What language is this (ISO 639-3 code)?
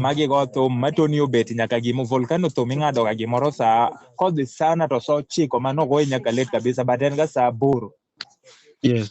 luo